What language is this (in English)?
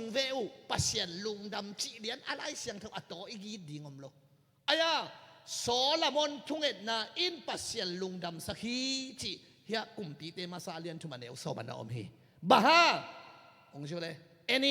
Tedim Chin